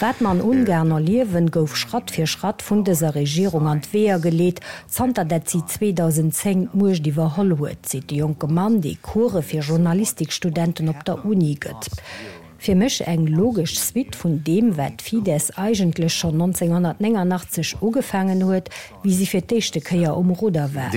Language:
Luxembourgish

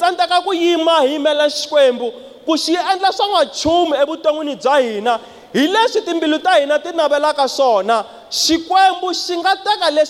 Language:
Tsonga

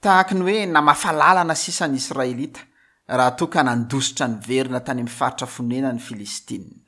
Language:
Malagasy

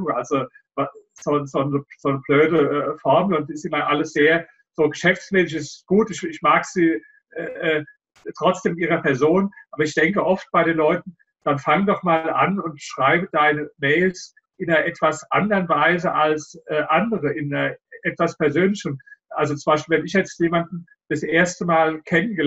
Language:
German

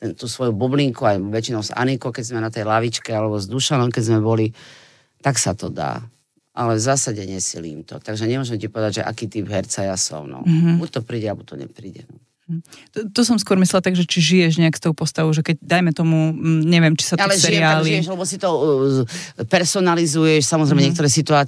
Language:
Slovak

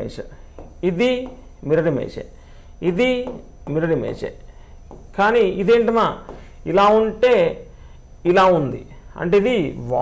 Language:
Telugu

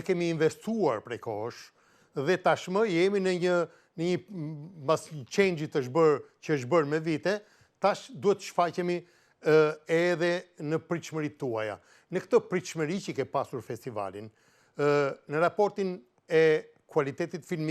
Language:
Albanian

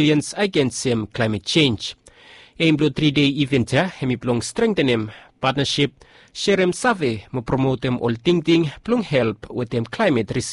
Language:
Bislama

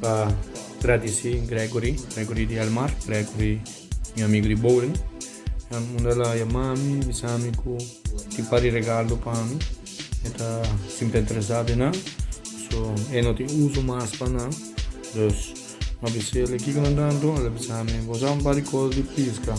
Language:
Papiamento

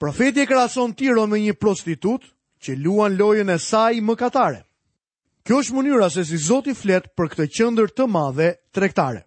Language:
Albanian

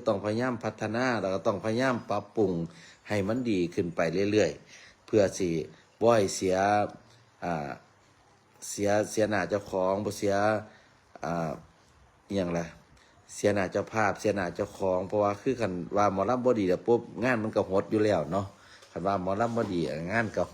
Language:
Northeastern Thai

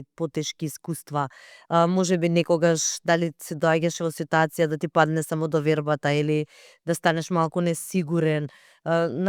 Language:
Macedonian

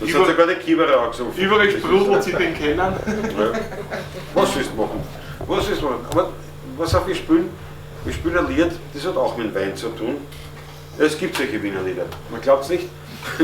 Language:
Bavarian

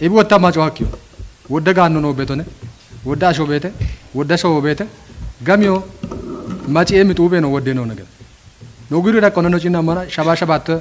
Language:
Kafa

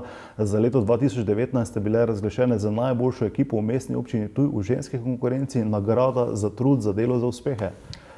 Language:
Slovenian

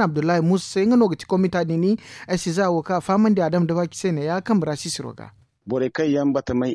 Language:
Zarma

